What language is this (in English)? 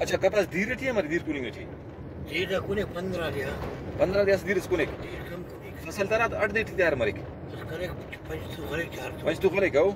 Brahui